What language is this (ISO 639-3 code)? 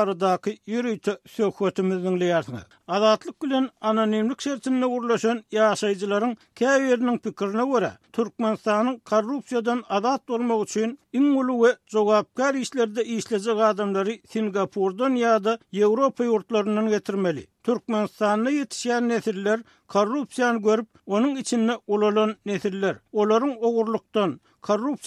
tuk